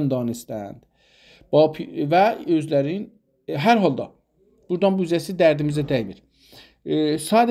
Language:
South Azerbaijani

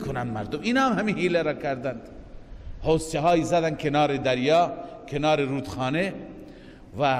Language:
Persian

